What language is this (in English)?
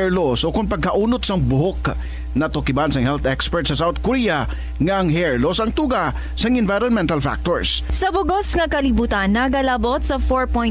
Hiligaynon